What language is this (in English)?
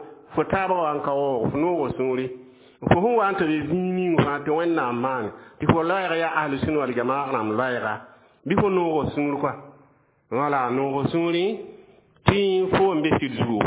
Mossi